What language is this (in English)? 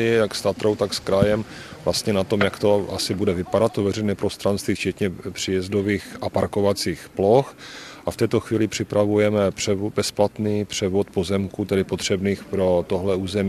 Czech